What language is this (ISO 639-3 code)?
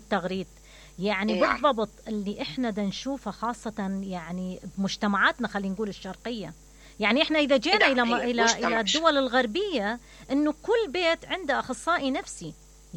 acm